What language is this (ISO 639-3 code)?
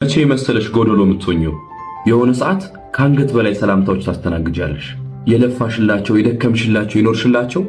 amh